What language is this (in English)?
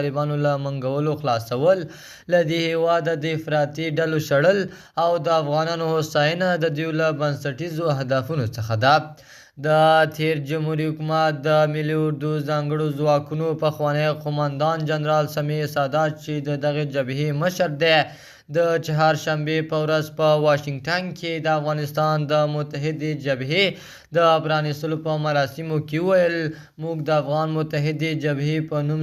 Pashto